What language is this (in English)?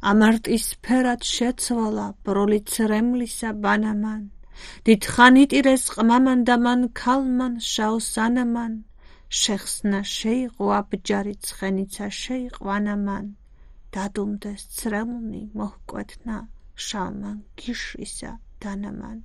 Georgian